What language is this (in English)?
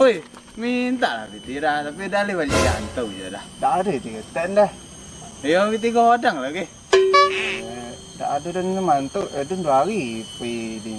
Minangkabau